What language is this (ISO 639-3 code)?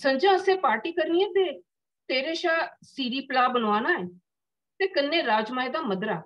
doi